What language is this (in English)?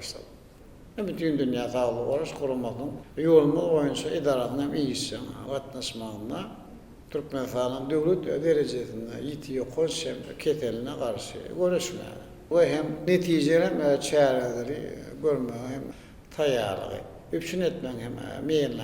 Turkmen